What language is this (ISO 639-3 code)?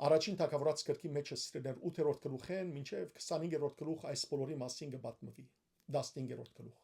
hyw